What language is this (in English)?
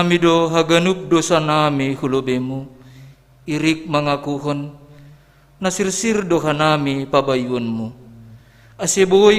Batak Simalungun